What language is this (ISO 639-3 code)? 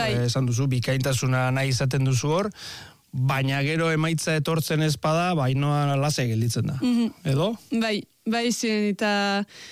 eus